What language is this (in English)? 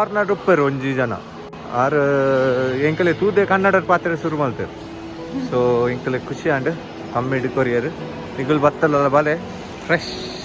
Tulu